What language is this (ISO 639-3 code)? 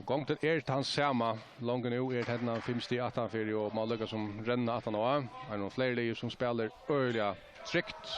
fao